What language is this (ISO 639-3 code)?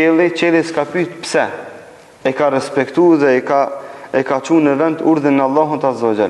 sqi